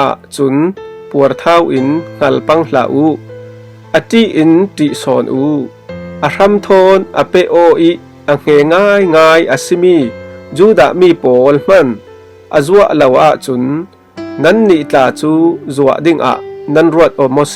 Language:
Falam Chin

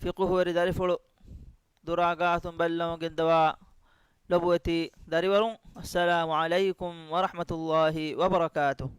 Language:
Divehi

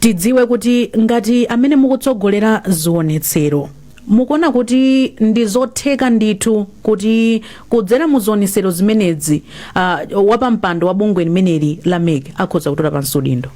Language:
Nyanja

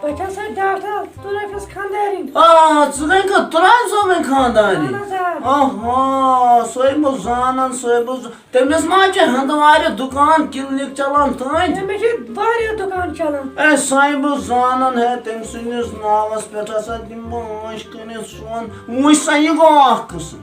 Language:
Kashmiri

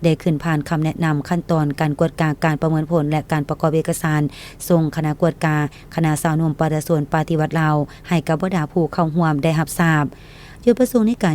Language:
Lao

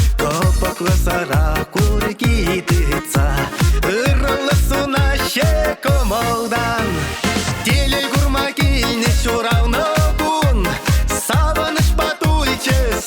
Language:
Chuvash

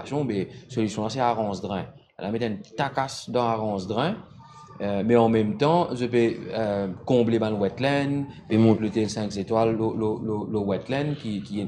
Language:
Morisyen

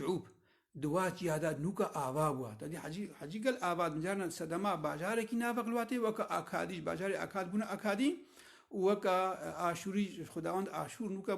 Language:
Kurdish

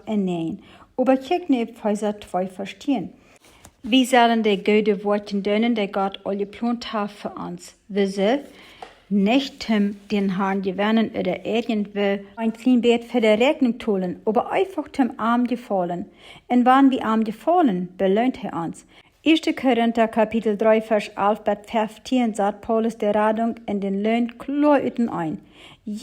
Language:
Plautdietsch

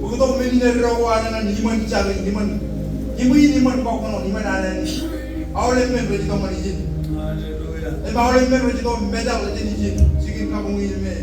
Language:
Marshallese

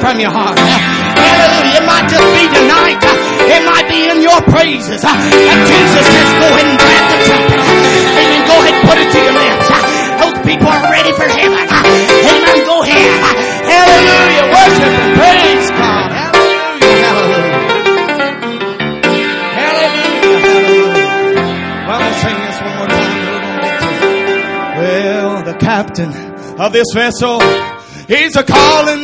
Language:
English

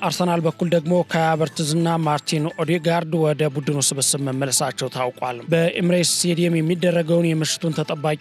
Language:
Amharic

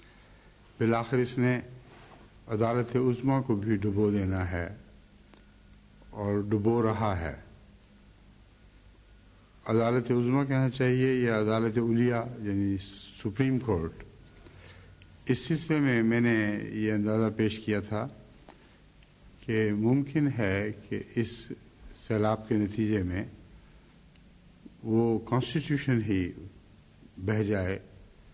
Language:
Urdu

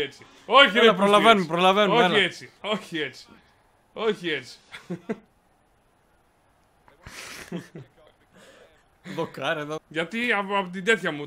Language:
Greek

